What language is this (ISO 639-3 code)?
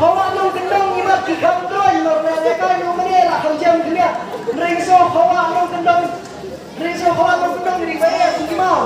kha